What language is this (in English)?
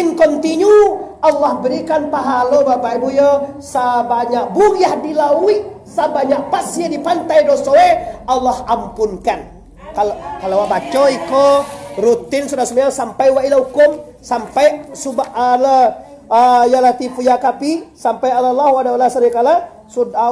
Minangkabau